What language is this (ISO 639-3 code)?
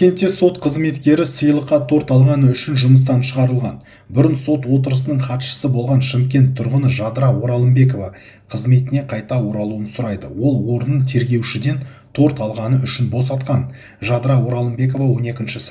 kaz